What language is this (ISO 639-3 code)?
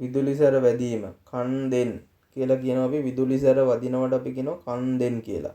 sin